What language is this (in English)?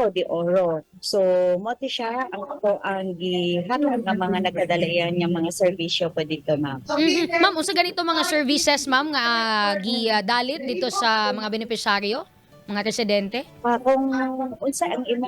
Cebuano